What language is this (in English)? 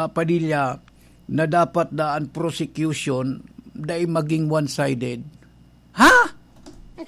Bikol